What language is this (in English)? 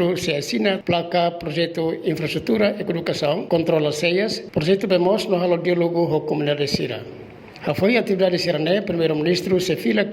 Tetum